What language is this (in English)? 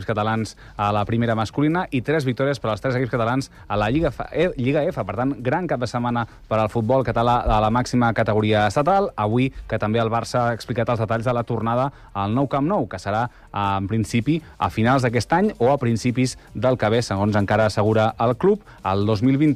Catalan